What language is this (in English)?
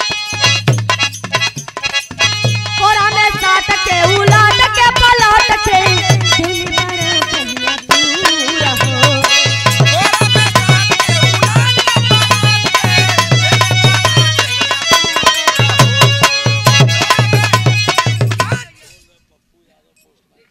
Bhojpuri